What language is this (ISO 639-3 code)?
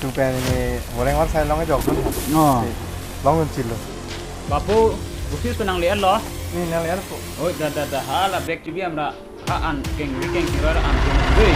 mjw